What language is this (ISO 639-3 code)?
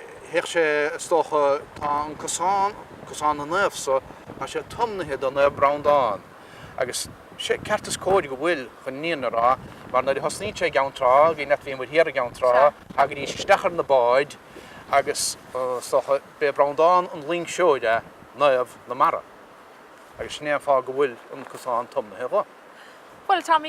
gle